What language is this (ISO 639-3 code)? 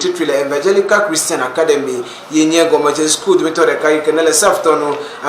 ewe